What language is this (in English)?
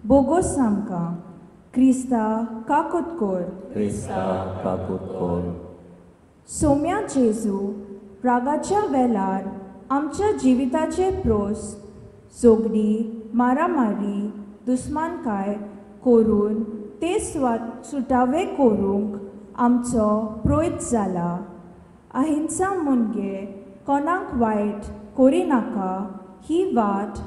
Konkani